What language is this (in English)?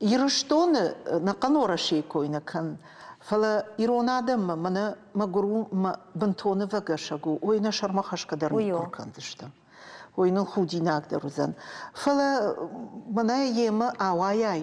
Ossetic